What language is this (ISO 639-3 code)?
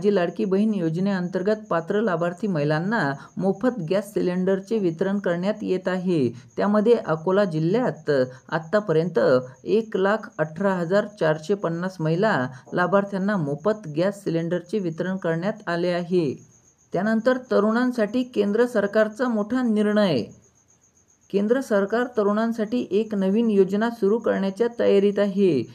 mar